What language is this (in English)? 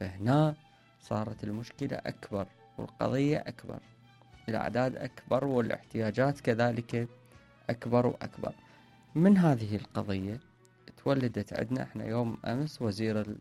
Mesopotamian Arabic